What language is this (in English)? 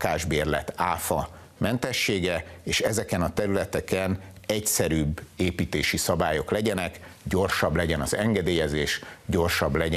Hungarian